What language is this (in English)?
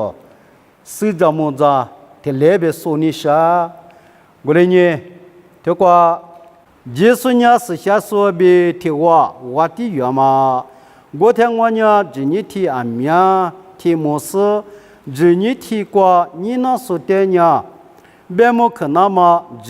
Lisu